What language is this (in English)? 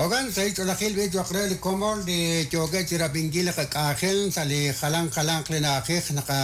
Kekchí